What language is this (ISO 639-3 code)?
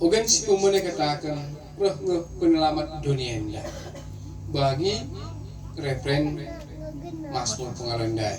btx